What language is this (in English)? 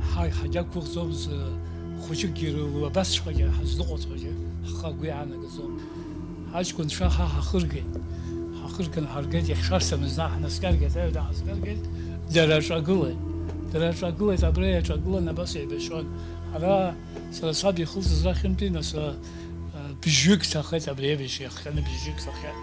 Abkhazian